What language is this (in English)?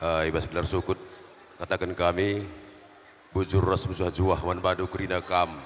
Batak Karo